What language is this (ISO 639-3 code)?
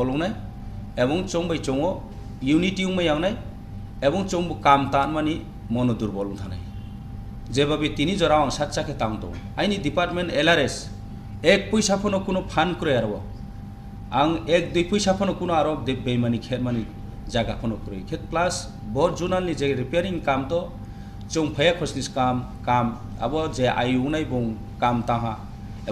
ria